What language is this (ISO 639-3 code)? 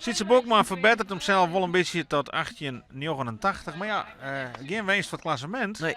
fry